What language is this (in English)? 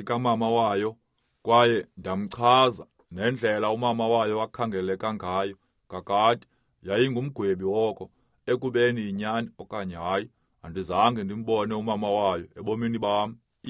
Xhosa